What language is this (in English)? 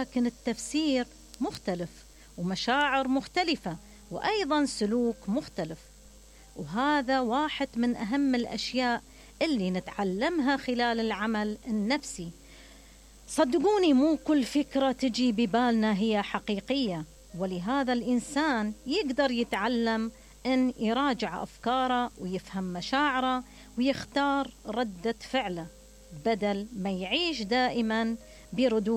Mesopotamian Arabic